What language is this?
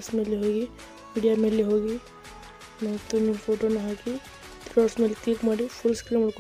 Kannada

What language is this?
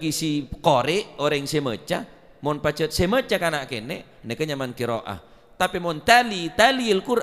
Madurese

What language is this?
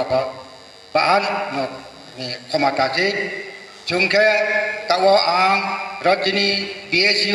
Riang (India)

